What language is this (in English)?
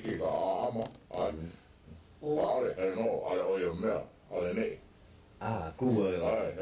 Hawaiian